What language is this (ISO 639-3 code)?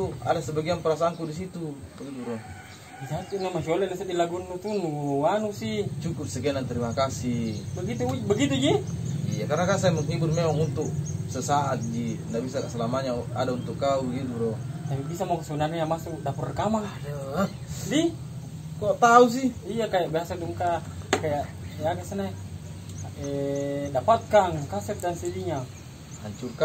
mfp